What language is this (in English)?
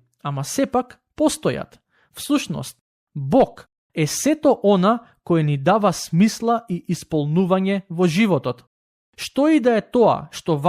Macedonian